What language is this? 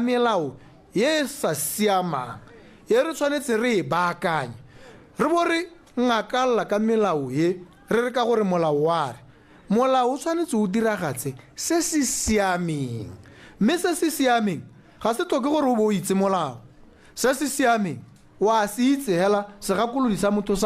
Tswana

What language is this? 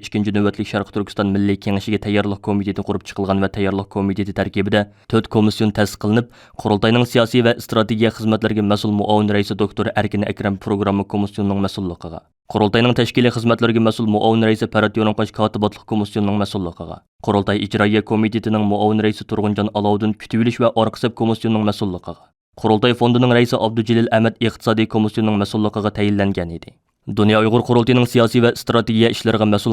Uyghur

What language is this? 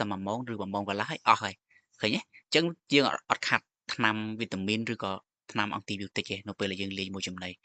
Khmer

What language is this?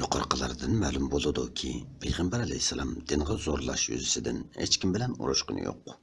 Uyghur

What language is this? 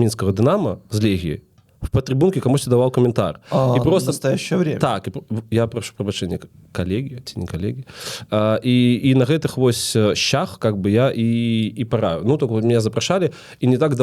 Belarusian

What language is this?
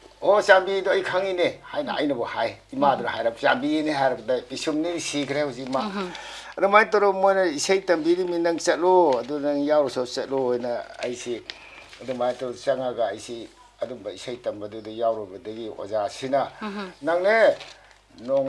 Manipuri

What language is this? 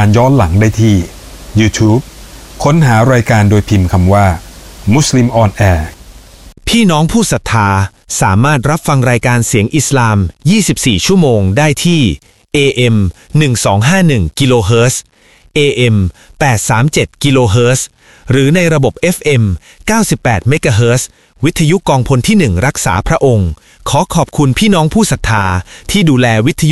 Thai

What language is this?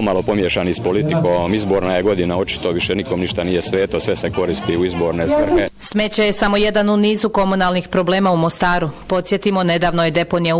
Bosnian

